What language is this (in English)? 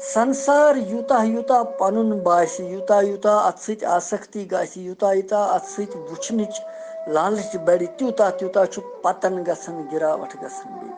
Kashmiri